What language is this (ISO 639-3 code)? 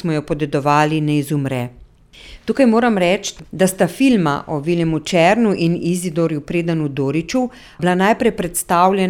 slv